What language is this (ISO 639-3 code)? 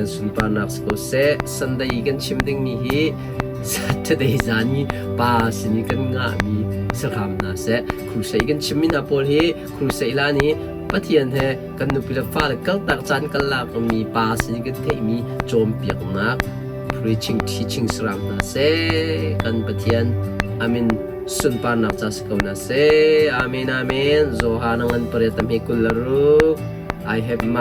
cnh